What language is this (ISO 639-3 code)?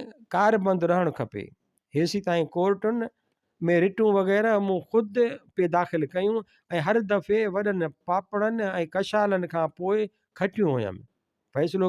snd